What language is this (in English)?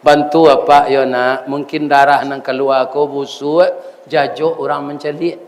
Minangkabau